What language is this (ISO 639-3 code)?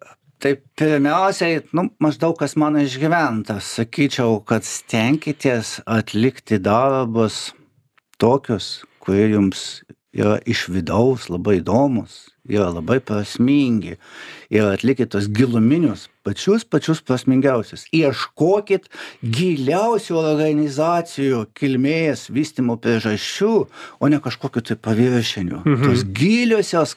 lit